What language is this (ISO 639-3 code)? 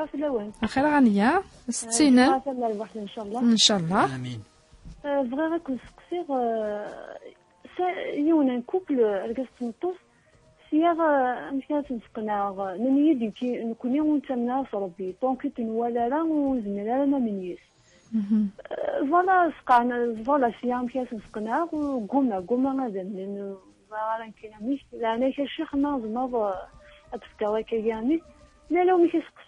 kab